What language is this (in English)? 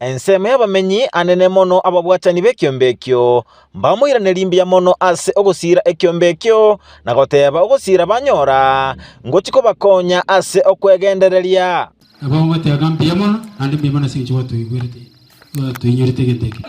Gusii